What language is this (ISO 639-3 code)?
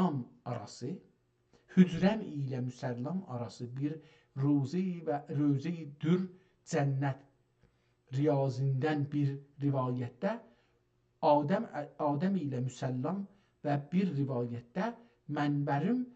azb